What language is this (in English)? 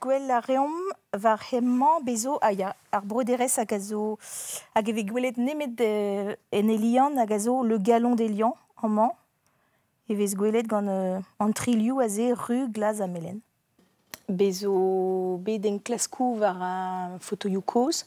Breton